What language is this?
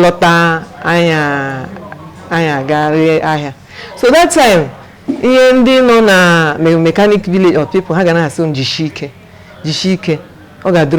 Igbo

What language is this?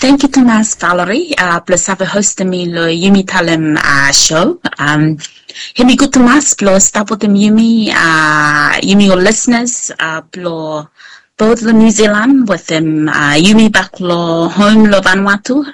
Bislama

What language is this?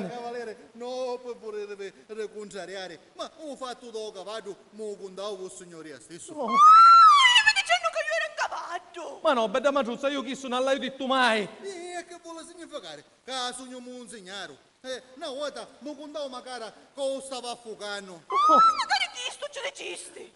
Sicilian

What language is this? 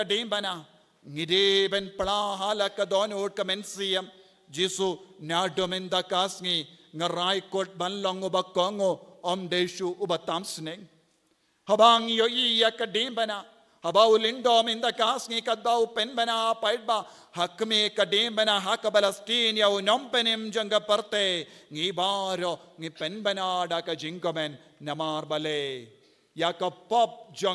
Khasi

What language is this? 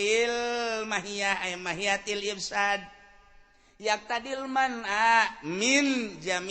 Sundanese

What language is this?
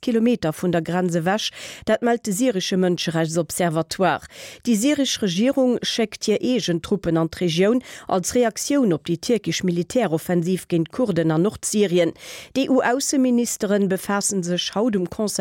Luxembourgish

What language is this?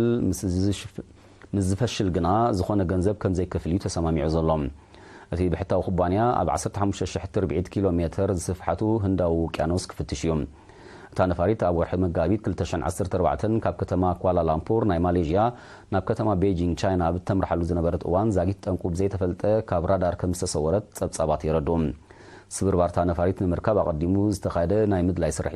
Tigrinya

